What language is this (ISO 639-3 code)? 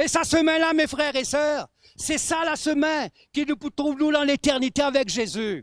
mfe